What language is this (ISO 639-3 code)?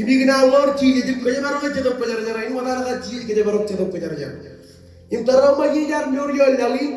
mah